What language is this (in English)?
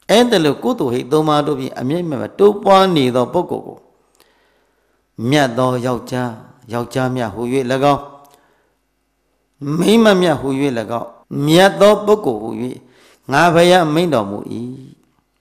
Burmese